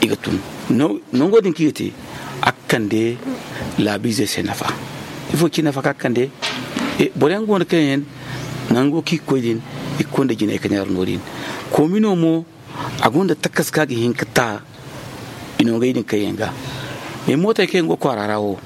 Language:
Zarma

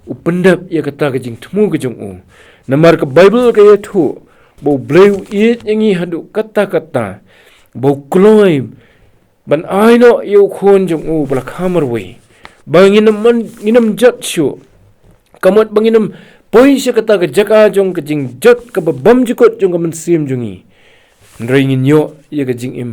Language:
Khasi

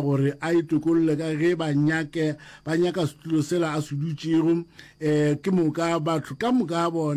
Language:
Northern Sotho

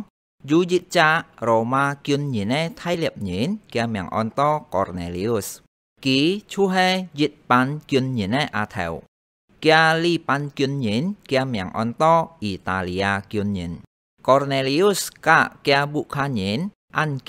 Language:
Hakka Chinese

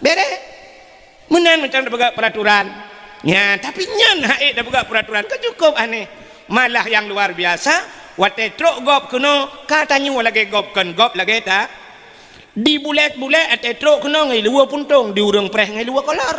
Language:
Achinese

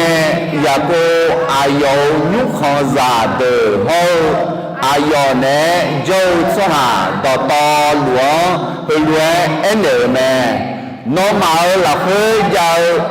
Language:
Akha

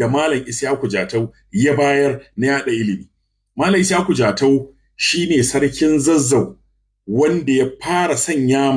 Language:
Hausa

